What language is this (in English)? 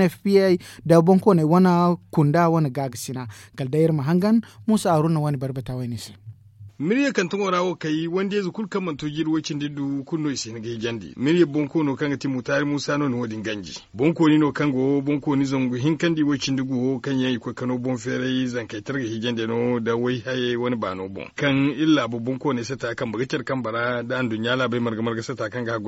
Zarma